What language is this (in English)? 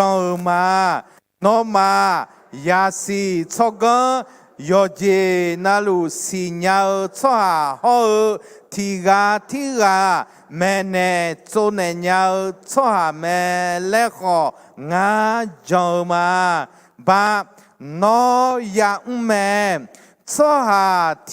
Akha